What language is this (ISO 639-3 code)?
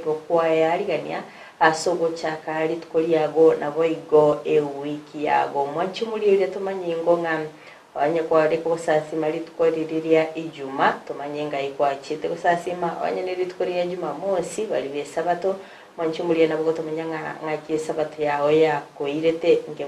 guz